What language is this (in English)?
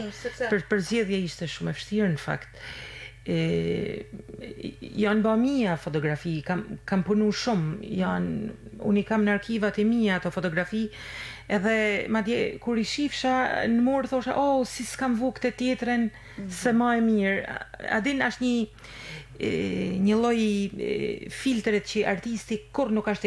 Albanian